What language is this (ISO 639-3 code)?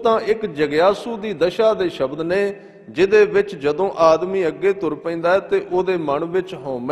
pan